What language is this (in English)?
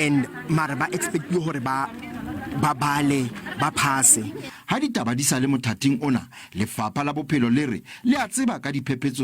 Southern Sotho